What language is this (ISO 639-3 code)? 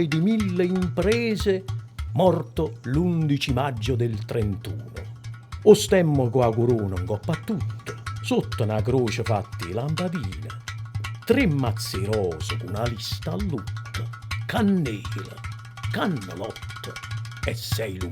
nap